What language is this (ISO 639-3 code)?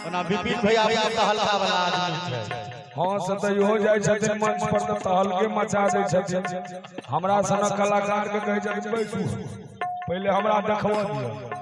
mai